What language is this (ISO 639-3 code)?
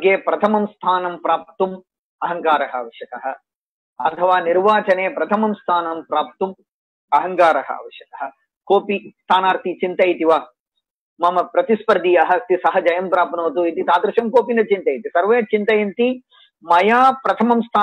san